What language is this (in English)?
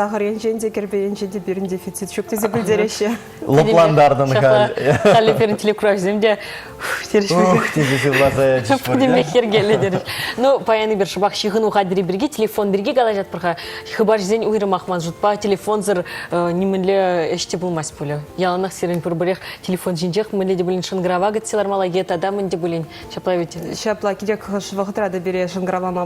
Chuvash